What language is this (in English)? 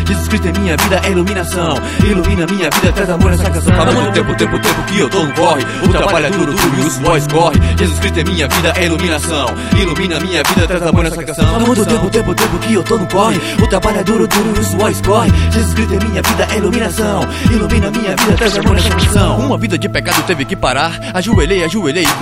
Portuguese